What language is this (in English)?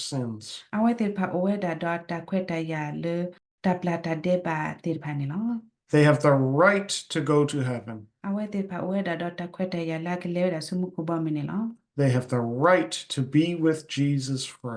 S'gaw Karen